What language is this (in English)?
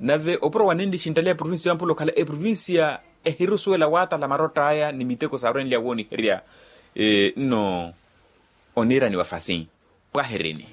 Makhuwa